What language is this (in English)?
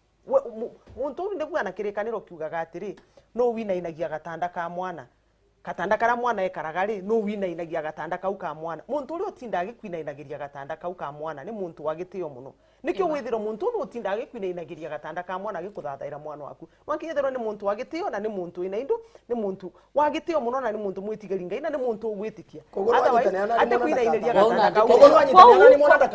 Meru